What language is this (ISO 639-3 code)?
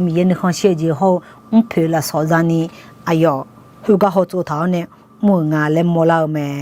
ahk